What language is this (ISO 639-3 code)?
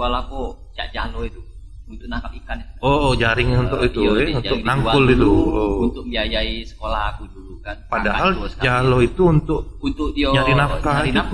mui